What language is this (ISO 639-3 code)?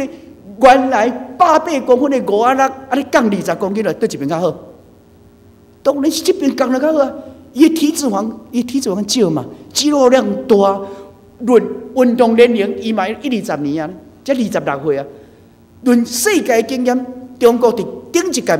nan